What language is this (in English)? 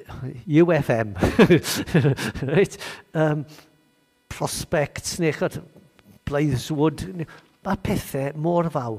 Welsh